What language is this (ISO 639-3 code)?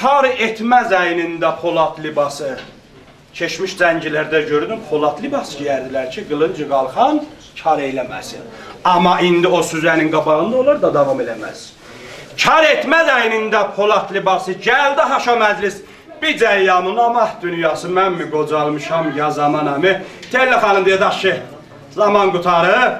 azb